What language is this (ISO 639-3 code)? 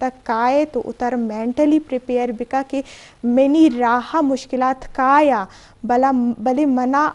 bgp